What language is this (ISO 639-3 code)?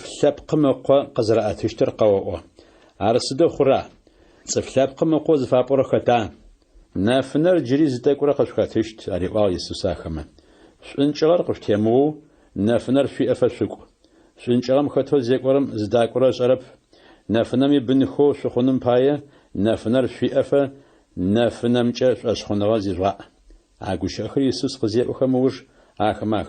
ady